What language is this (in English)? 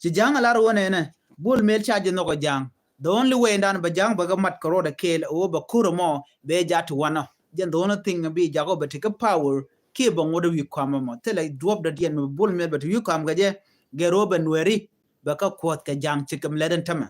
Nuer